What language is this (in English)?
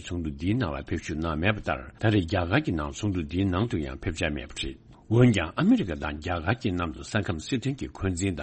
Tibetan